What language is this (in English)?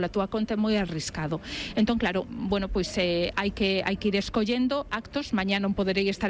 Galician